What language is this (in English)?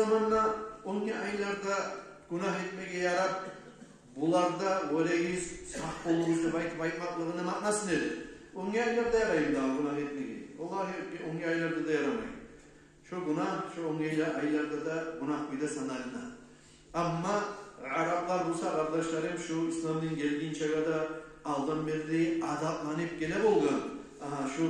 Kumyk